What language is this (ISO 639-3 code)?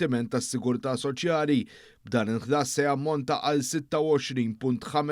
mlt